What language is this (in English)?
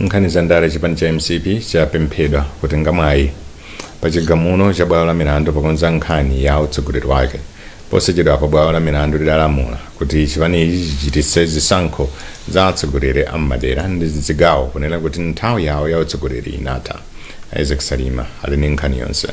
Nyanja